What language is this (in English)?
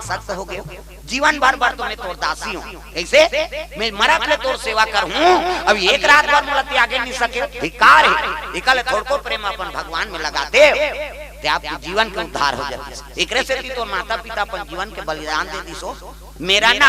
Chhattisgarhi